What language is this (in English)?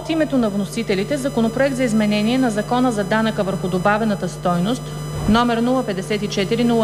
Bulgarian